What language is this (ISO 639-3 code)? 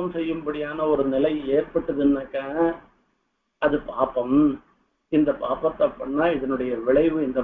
tam